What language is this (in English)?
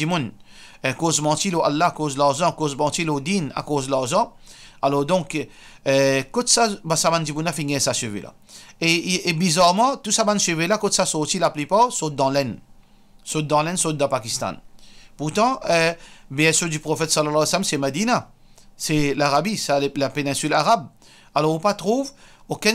Morisyen